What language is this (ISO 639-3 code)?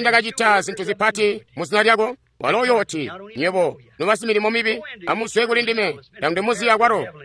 toi